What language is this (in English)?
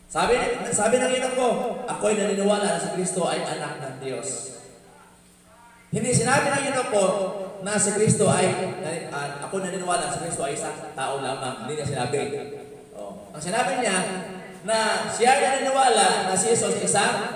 Filipino